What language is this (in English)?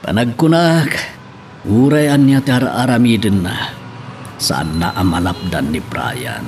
Iloko